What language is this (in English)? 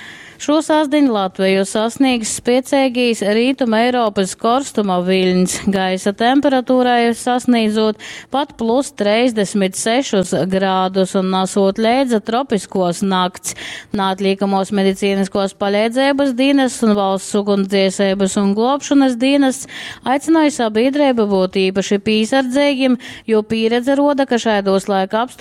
Latgalian